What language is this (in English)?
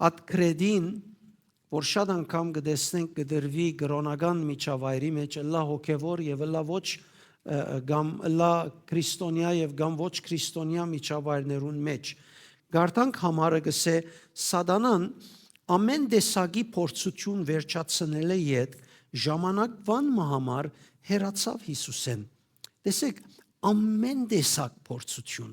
Western Armenian